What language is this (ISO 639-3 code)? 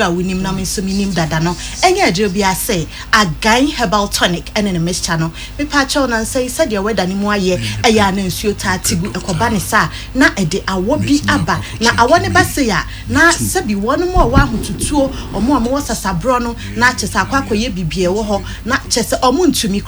aka